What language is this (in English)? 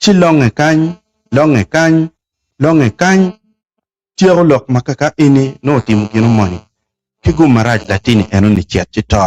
Acoli